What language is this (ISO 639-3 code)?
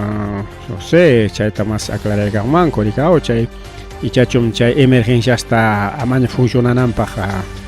quy